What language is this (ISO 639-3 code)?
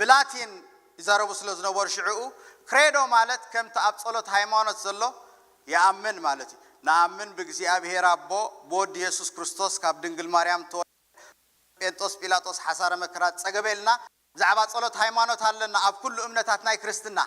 tir